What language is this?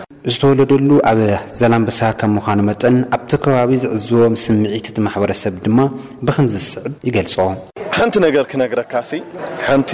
Tigrinya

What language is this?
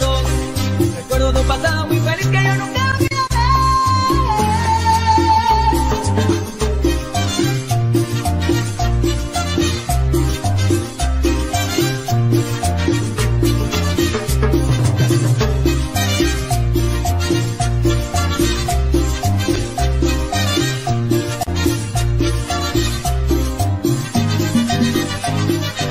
Spanish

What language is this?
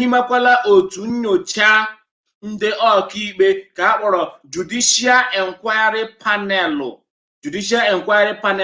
Igbo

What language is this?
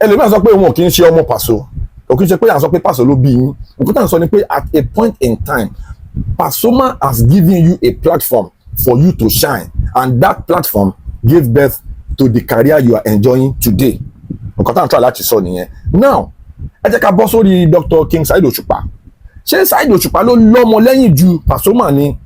Yoruba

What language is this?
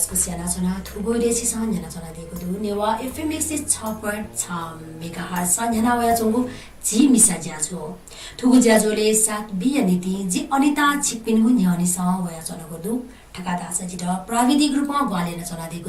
Newari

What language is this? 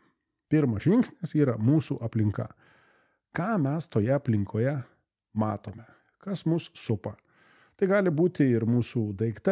Lithuanian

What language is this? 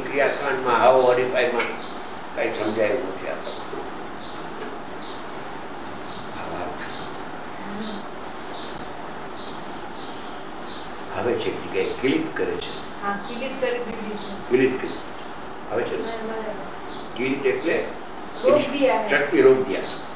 Gujarati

